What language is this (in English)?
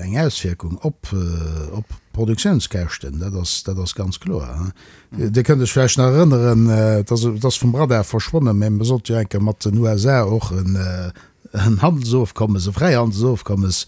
Luxembourgish